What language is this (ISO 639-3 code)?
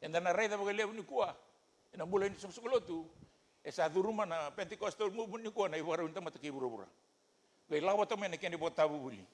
fij